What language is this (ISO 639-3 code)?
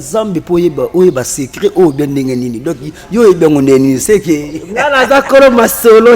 lin